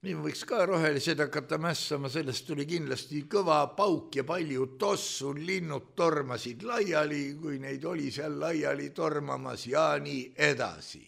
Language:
Estonian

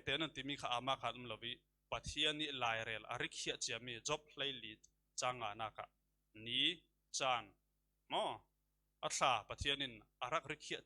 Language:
Falam Chin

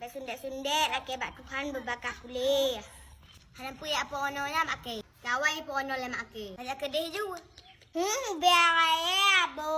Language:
Achinese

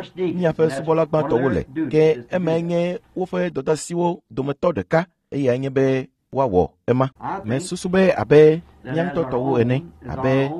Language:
Ewe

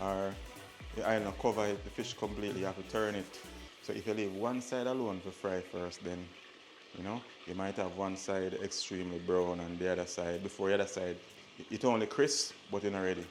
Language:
Jamaican Creole English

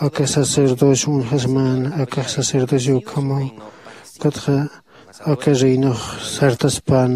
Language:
Aymara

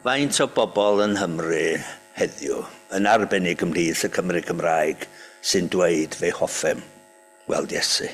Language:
Welsh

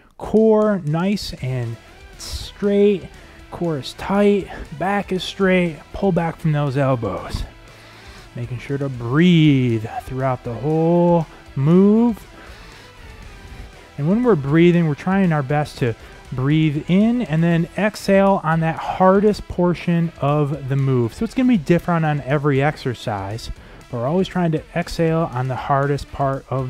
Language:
English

